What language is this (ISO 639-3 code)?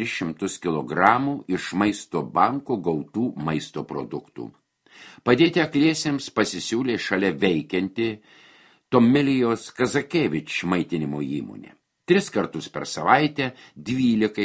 lit